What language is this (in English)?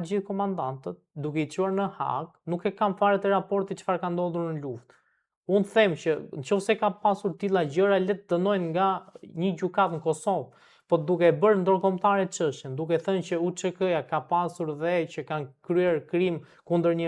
Albanian